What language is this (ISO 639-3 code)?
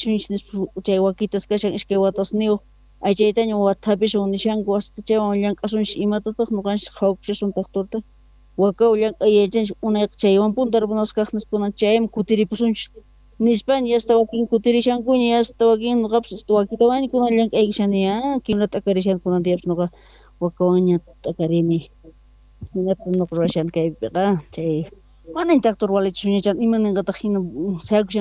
quh